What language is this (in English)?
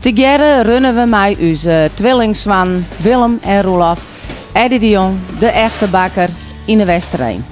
Western Frisian